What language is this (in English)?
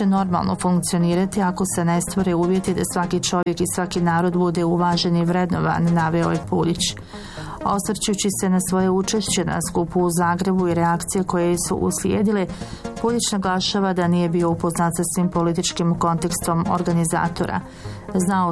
Bosnian